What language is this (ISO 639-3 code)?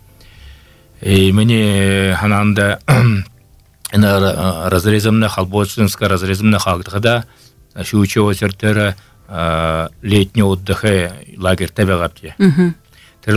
bua